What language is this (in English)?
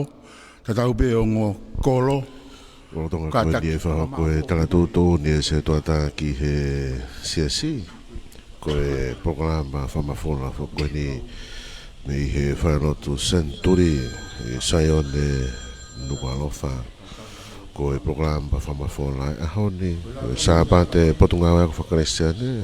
Tongan